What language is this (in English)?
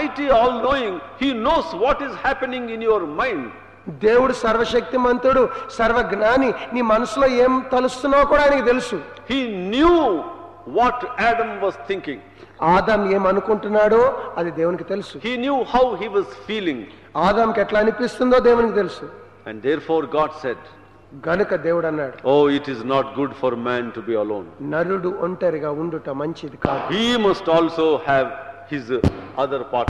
Telugu